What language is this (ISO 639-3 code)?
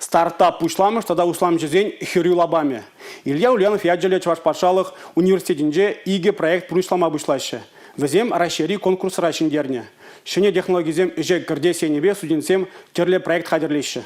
chv